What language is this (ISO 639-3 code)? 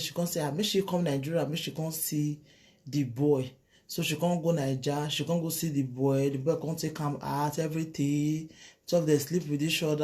pcm